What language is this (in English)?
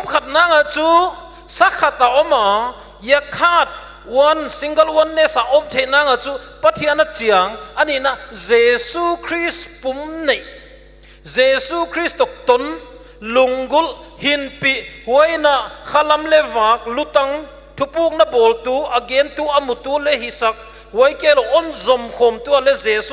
Paite Chin